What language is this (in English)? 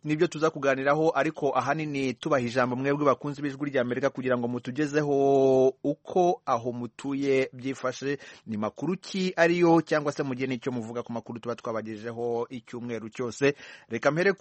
Kinyarwanda